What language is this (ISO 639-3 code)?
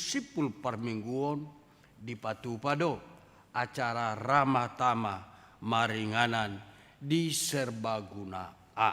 bbc